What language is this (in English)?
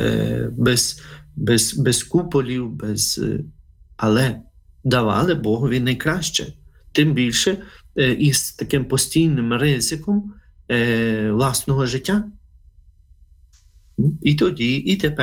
Ukrainian